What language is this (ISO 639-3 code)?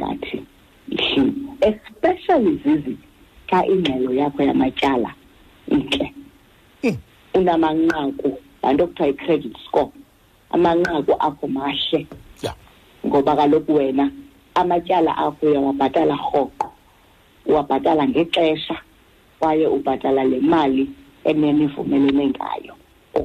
xho